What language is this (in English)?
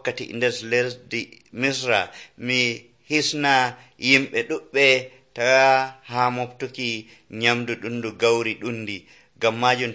Nigerian Fulfulde